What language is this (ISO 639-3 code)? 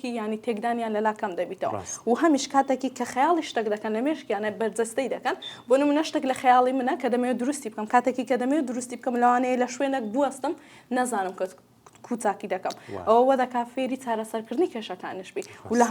ckb